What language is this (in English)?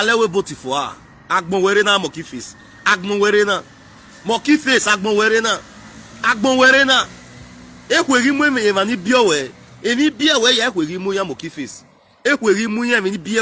Nigerian Pidgin